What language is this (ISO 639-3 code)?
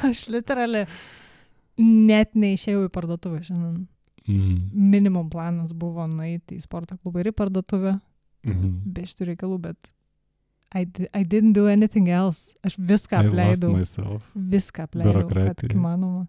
lit